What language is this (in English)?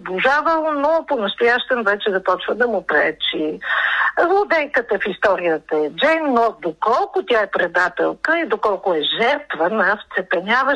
Bulgarian